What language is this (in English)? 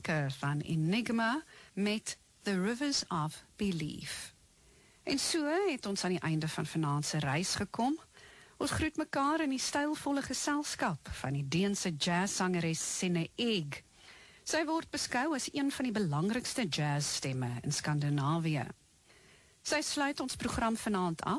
Afrikaans